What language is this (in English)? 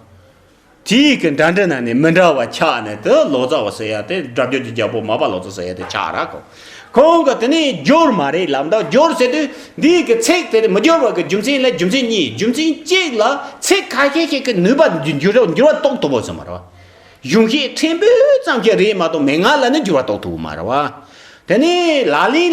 Tibetan